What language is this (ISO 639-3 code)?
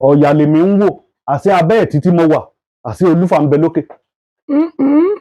yor